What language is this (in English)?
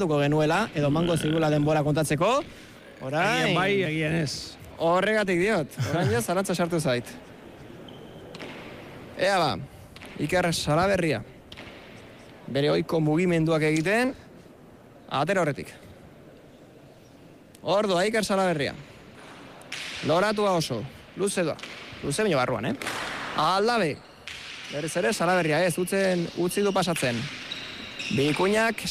Basque